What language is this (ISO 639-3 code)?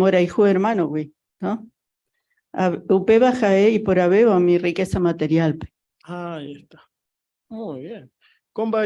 grn